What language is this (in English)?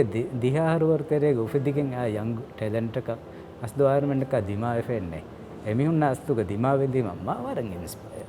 Divehi